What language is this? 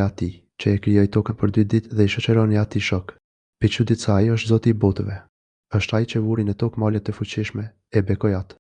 Albanian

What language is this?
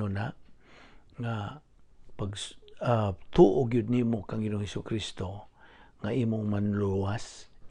Cebuano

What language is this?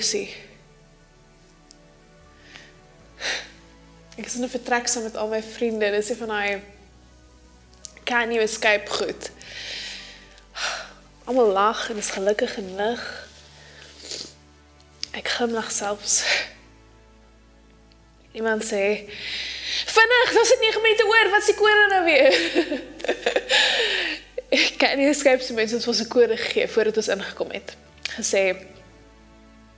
Afrikaans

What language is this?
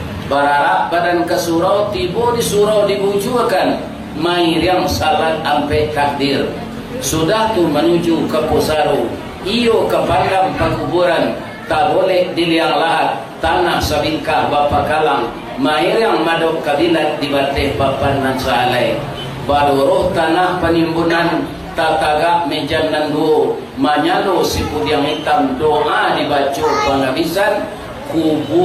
Minangkabau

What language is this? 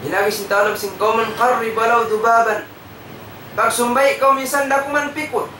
Tausug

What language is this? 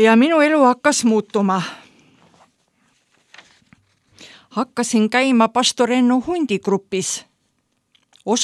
Estonian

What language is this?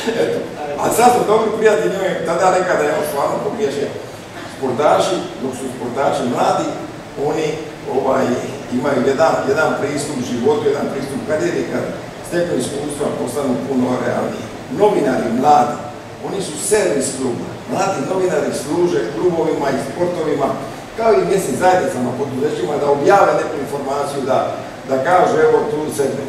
Croatian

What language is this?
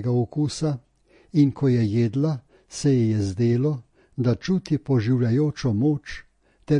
Slovenian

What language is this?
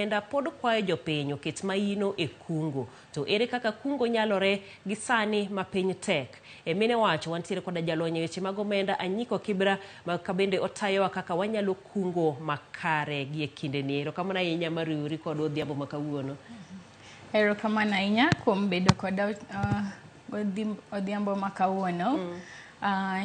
Luo (Kenya and Tanzania)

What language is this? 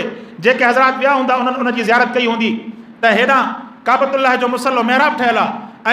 Sindhi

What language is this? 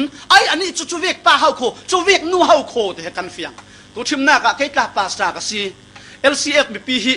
Falam Chin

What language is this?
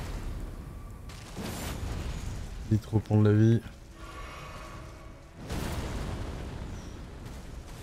French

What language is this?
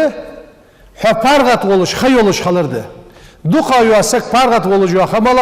Ingush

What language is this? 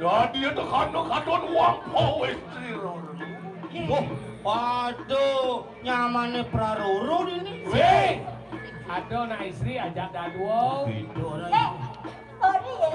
Balinese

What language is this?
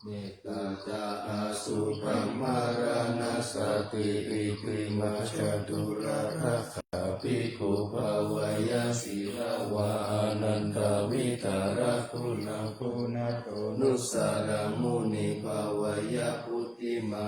Pali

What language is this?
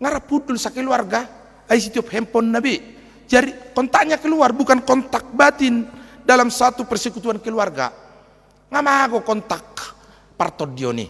Batak Toba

